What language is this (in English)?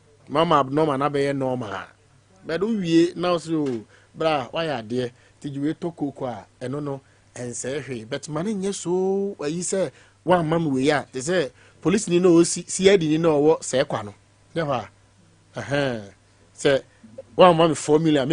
Akan